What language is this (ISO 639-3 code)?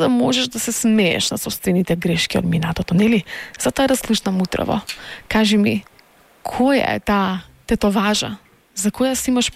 mkd